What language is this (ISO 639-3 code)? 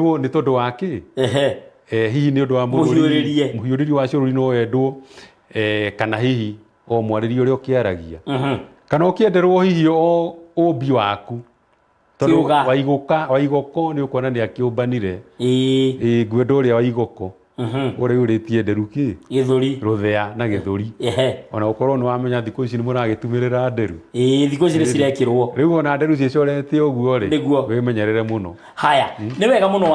kik